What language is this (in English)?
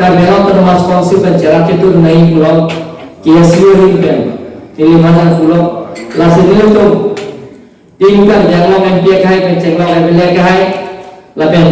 Karbi